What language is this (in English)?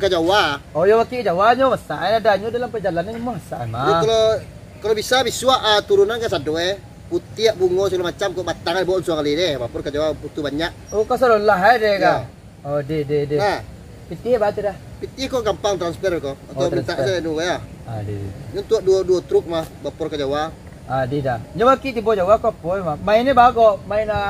Minangkabau